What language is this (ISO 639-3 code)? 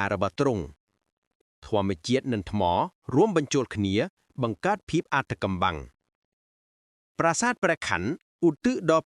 khm